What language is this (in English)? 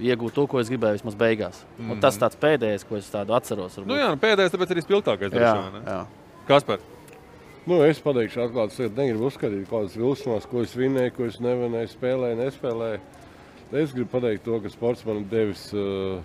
Latvian